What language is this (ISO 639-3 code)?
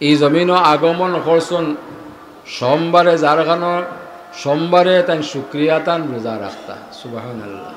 syl